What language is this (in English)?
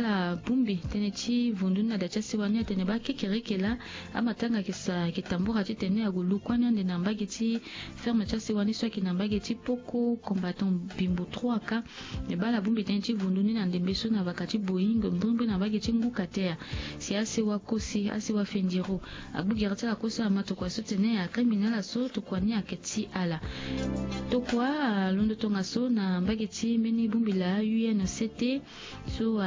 Sango